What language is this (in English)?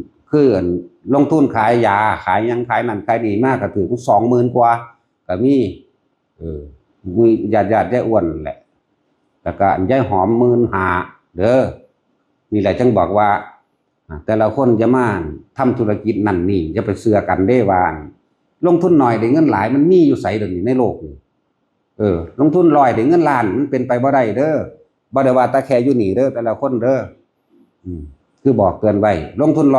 Northeastern Thai